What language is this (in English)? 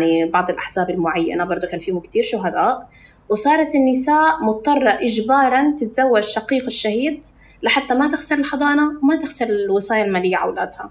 North Levantine Arabic